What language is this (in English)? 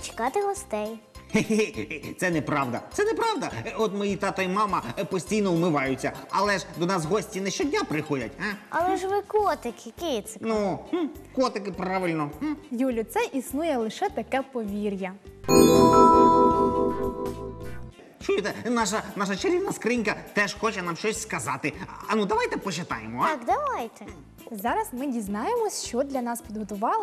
Ukrainian